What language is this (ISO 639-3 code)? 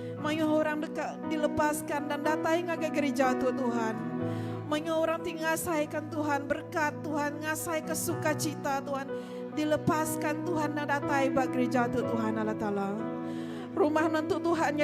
iba